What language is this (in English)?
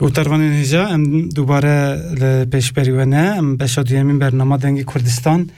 Kurdish